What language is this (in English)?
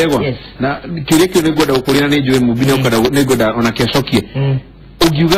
Kikuyu